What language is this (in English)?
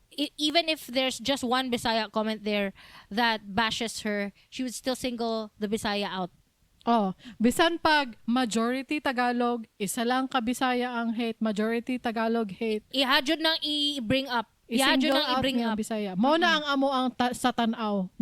Cebuano